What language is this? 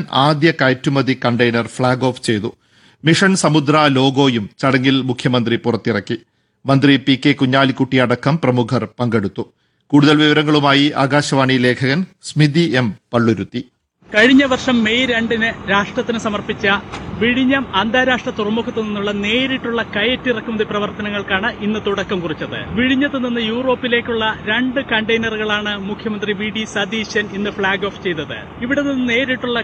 Malayalam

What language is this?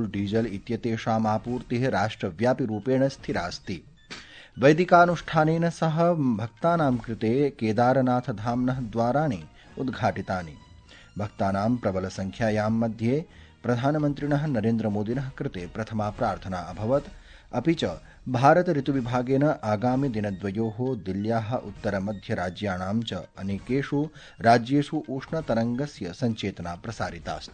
Sanskrit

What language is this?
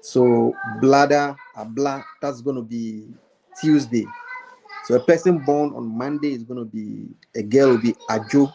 Ewe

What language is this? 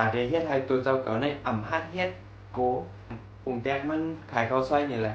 Shan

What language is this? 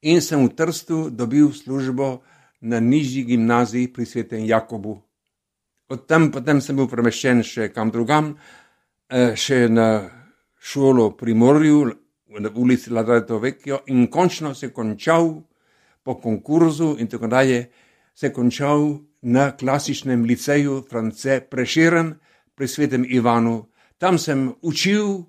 Slovenian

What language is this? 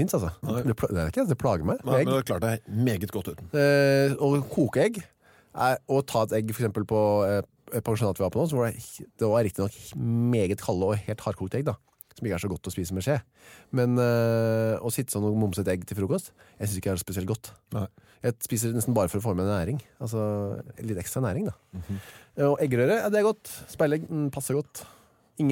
Norwegian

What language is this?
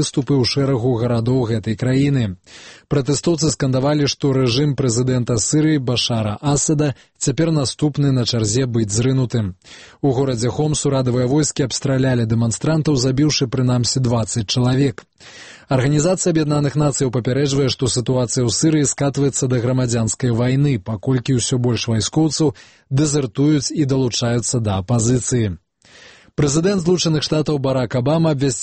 Belarusian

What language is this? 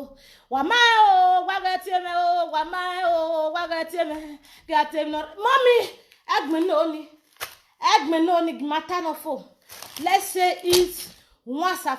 Nigerian Pidgin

